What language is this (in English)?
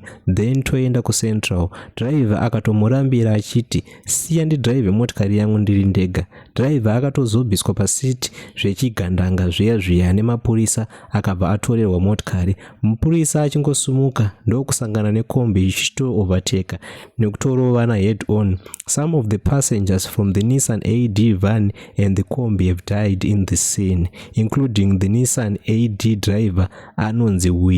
Shona